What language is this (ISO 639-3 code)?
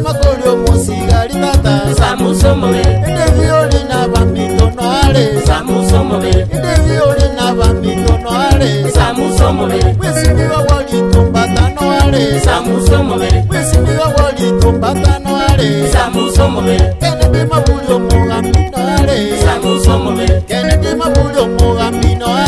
guz